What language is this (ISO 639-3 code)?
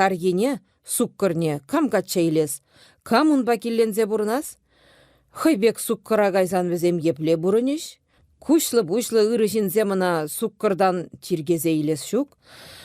chv